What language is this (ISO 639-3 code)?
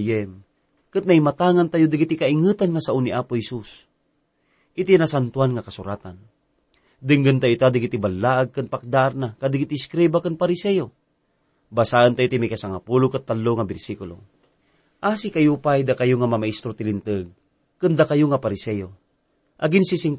ilo